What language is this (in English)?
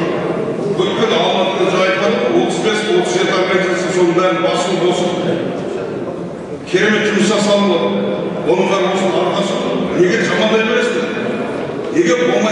Kazakh